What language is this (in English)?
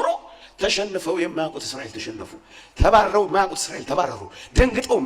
Amharic